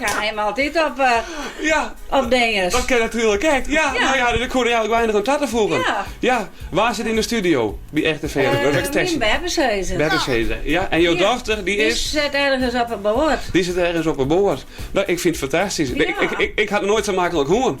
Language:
Western Frisian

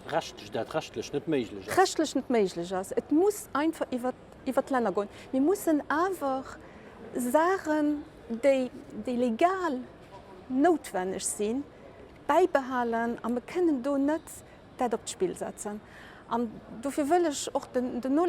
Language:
Luxembourgish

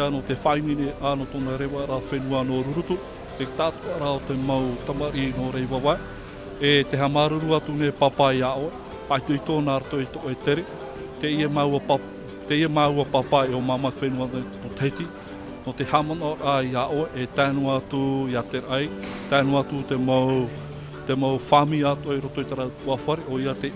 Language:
Tahitian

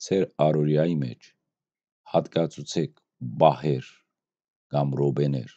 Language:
Western Armenian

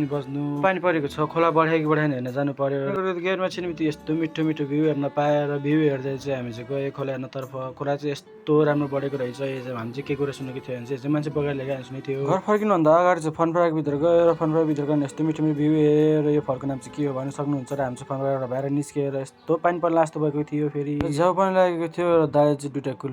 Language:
Nepali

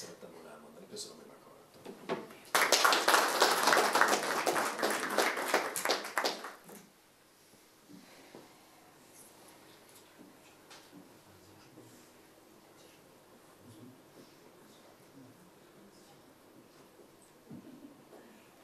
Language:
Hungarian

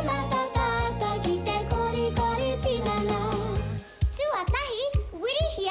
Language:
Māori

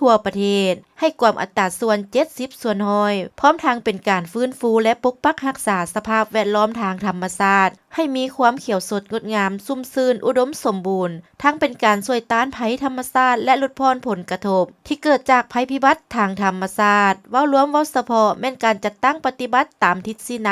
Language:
Lao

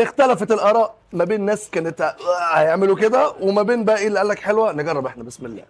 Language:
Egyptian Arabic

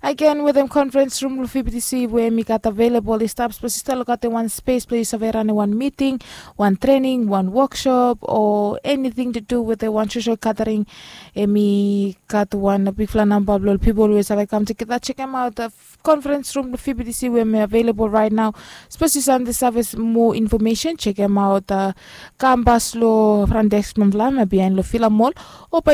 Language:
Bislama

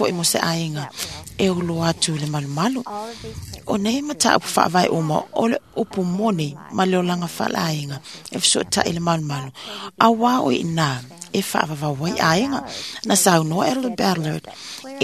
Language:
Samoan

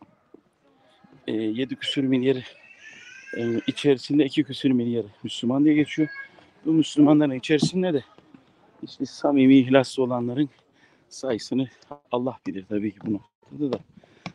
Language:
Turkish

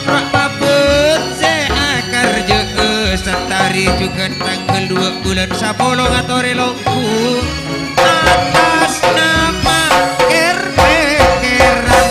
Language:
Madurese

